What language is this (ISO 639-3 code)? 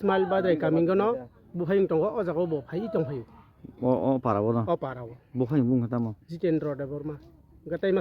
trp